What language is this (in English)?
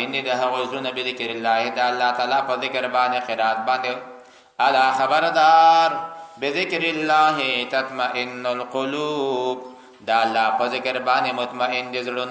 Pashto